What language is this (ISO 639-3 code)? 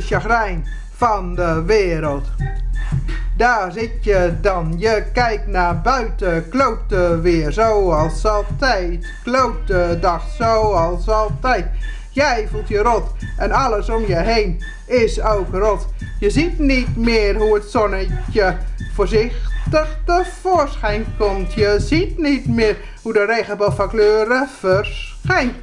nld